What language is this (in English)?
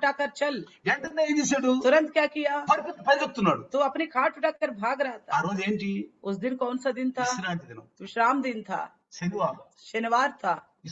Telugu